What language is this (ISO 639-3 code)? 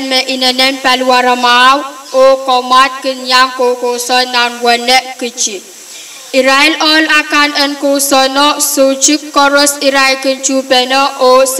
pon